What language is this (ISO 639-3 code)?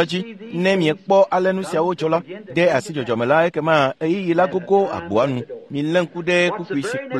ewe